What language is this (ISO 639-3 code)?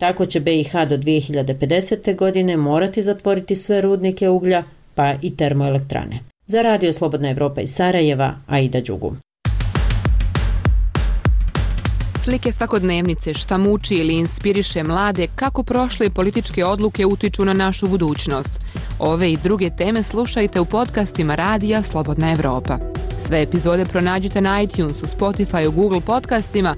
bos